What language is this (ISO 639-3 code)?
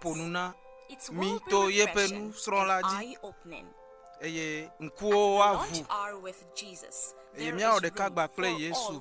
ewe